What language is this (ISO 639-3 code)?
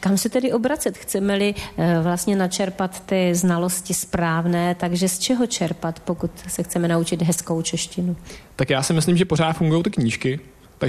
ces